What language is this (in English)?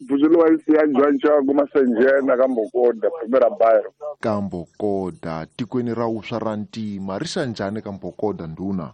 Tsonga